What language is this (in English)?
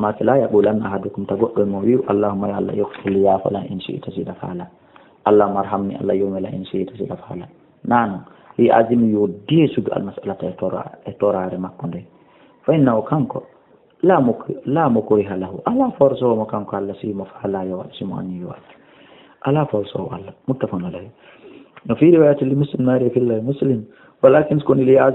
Fula